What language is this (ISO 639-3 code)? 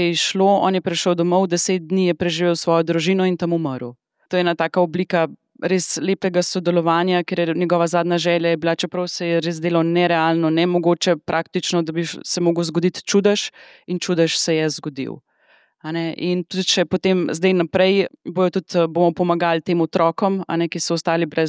slv